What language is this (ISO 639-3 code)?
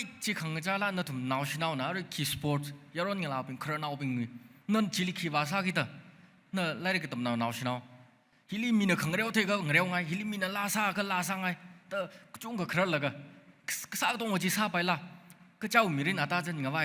nmf